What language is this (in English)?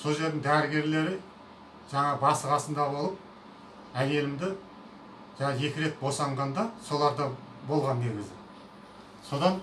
Kazakh